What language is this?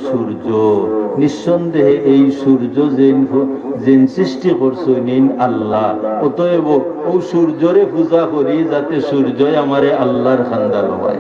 Sylheti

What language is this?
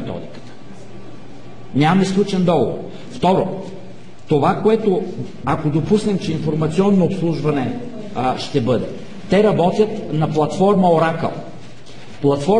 Bulgarian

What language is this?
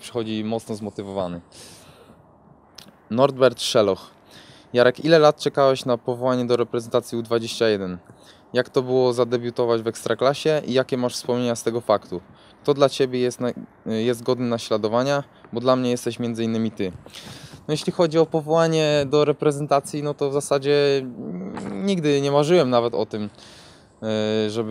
Polish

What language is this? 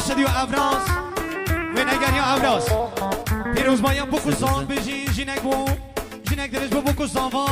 Kurdish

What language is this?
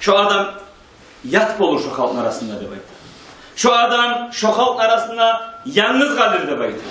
Kumyk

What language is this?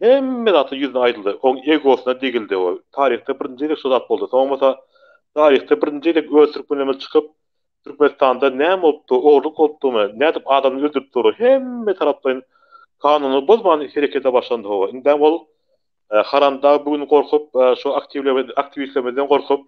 Turkmen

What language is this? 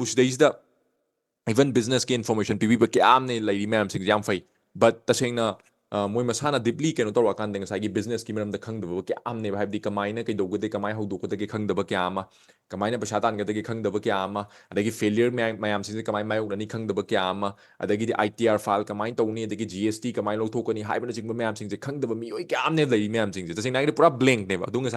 Manipuri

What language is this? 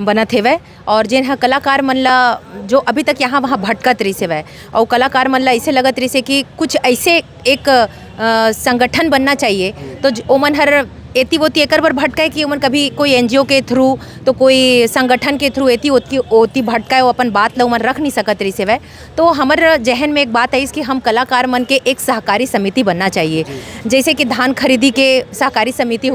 Chhattisgarhi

